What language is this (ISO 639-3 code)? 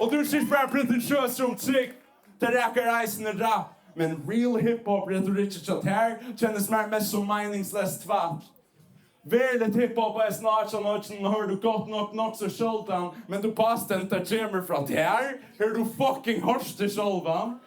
fao